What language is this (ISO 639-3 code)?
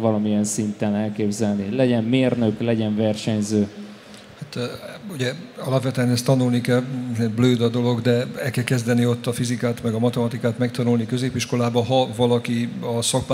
hun